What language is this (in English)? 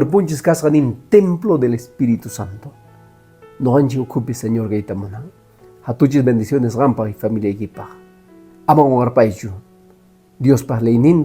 Quechua